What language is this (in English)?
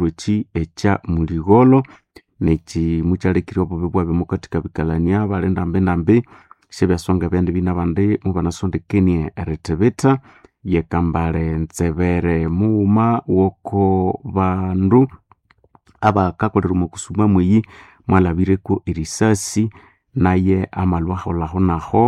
Nande